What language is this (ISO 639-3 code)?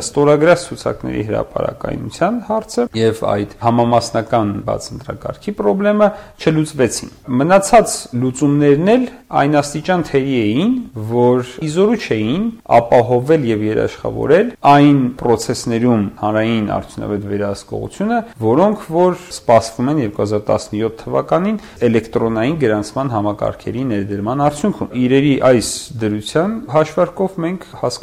hye